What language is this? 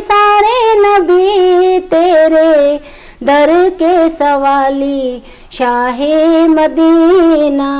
Baluchi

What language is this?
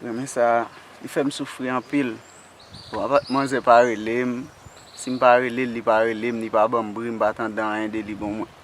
Haitian Creole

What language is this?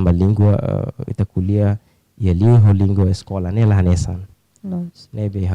Tetum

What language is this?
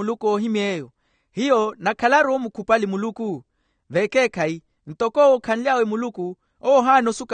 Makhuwa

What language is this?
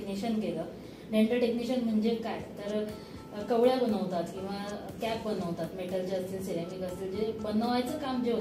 Marathi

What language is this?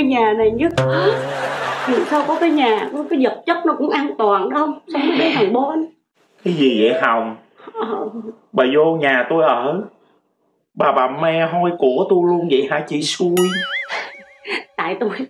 Vietnamese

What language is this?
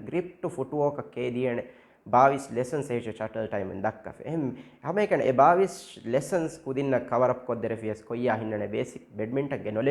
Divehi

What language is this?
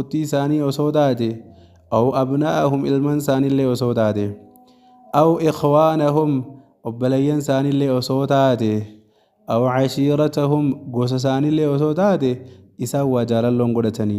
Oromo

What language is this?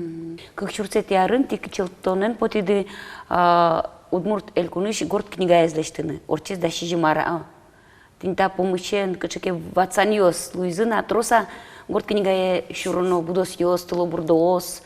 Udmurt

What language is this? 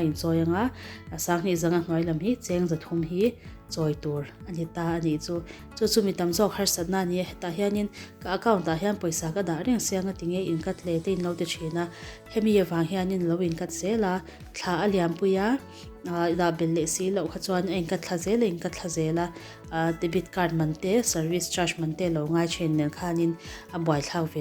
Mizo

